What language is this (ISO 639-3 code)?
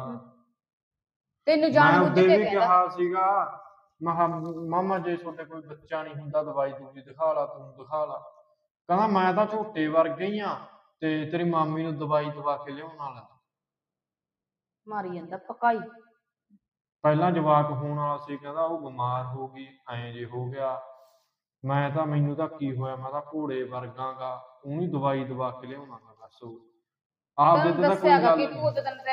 pan